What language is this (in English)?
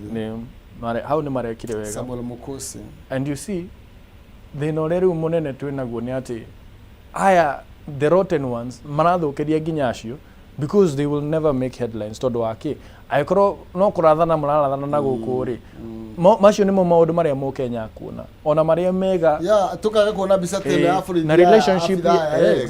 Kikuyu